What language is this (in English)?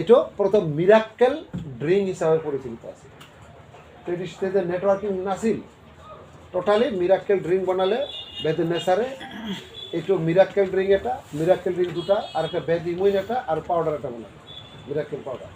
Assamese